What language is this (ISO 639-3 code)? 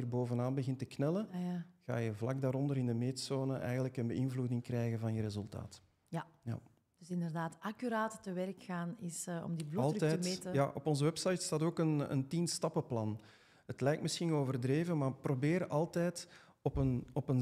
nld